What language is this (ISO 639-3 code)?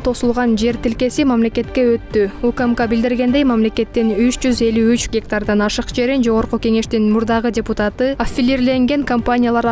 kir